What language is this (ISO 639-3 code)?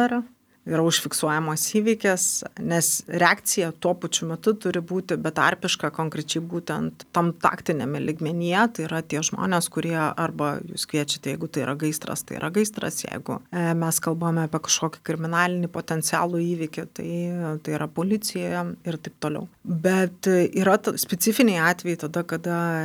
lit